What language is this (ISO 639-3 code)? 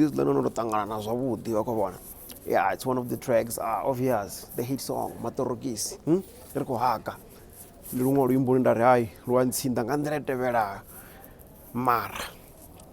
ven